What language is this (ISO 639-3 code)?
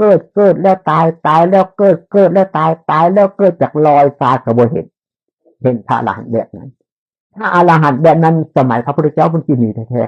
tts